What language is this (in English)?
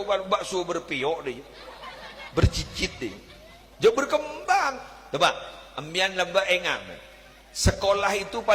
Madurese